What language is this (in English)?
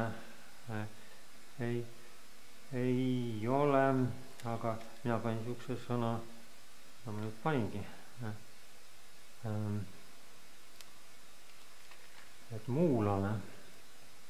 Estonian